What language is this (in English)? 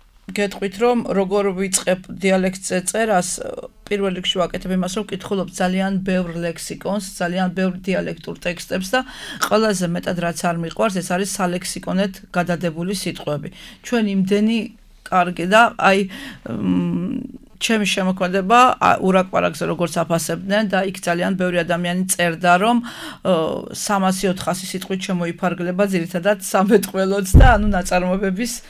Georgian